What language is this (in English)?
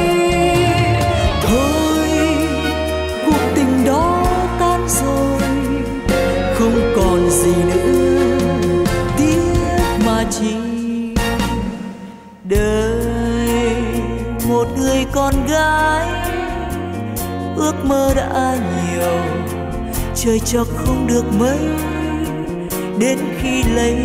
Vietnamese